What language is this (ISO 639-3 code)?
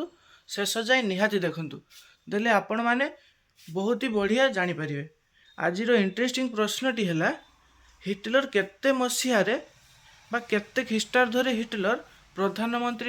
ori